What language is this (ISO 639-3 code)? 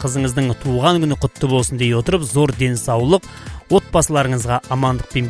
kaz